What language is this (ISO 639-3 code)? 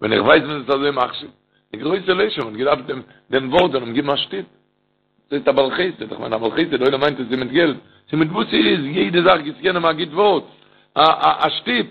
yid